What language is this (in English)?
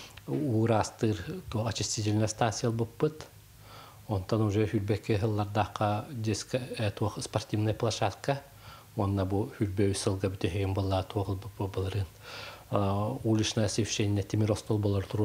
Yakut